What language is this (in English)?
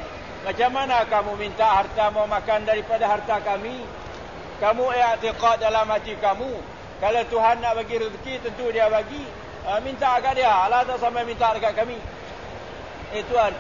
Malay